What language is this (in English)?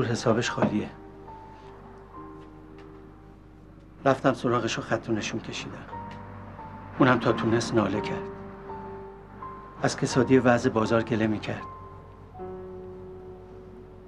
Persian